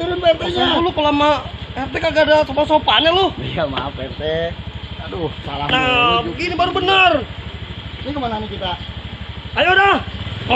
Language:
Betawi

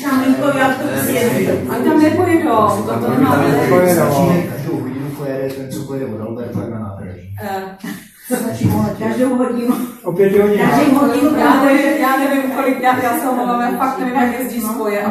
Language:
Czech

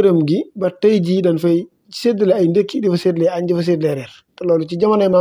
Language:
Wolof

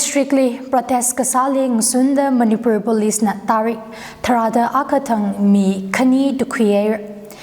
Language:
Tangkhul Naga (India)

